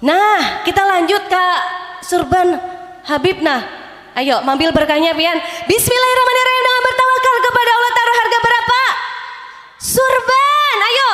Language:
Banjar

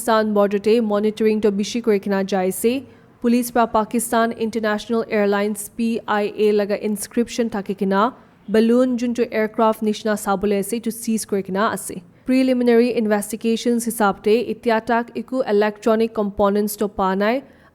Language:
Naga Pidgin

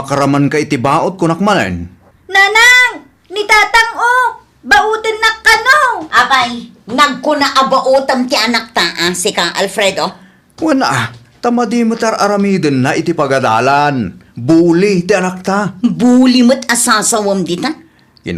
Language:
Iloko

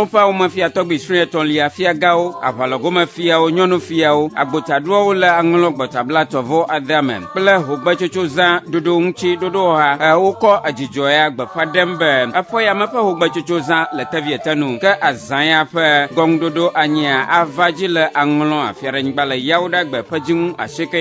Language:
Ewe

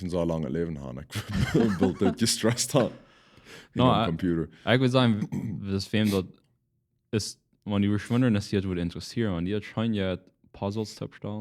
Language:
Plautdietsch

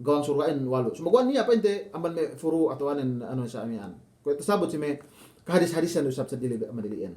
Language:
Yakan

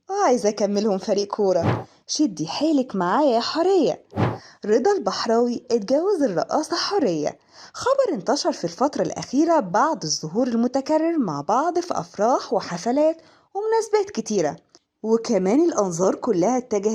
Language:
Egyptian Arabic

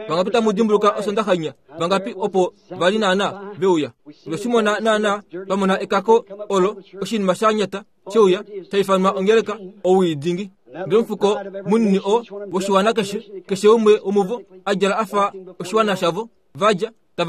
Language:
Kuanyama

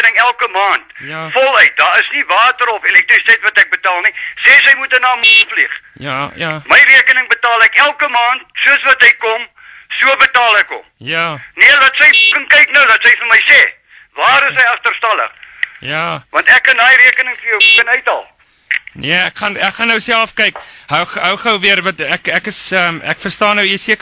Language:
Afrikaans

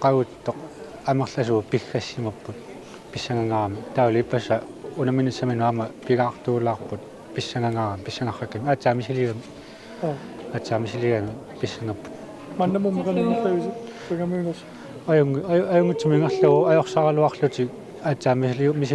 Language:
Kalaallisut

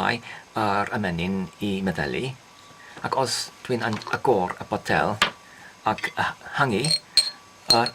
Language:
Welsh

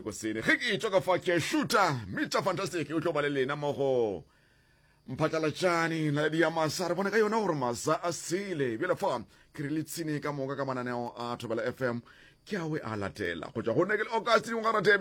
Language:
Northern Sotho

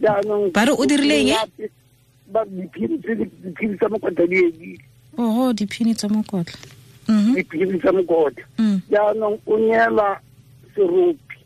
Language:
Tswana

